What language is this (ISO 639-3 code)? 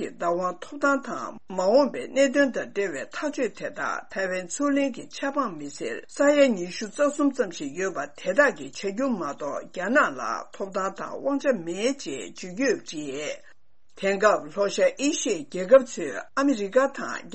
bod